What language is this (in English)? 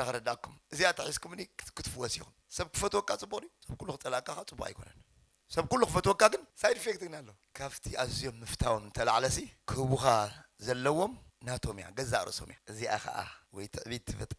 Tigrinya